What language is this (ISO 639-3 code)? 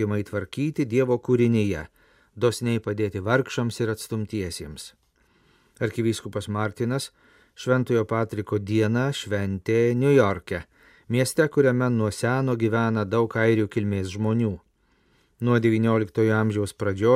lit